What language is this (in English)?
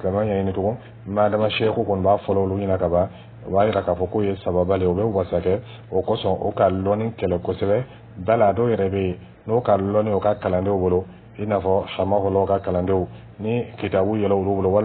Dyula